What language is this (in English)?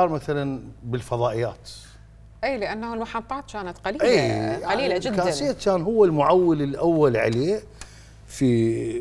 Mesopotamian Arabic